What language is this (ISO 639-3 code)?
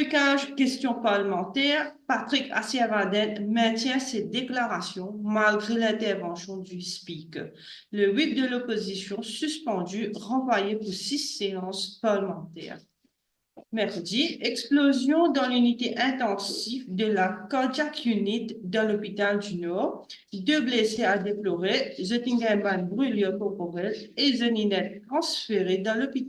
mfe